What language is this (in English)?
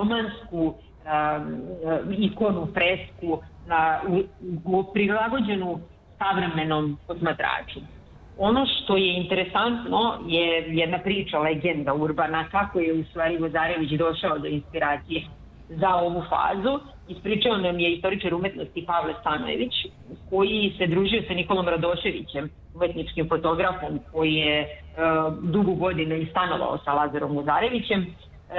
Serbian